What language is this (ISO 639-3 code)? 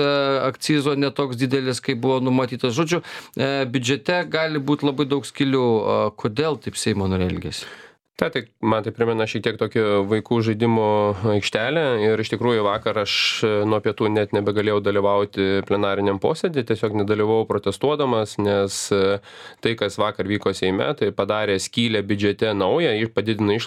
lit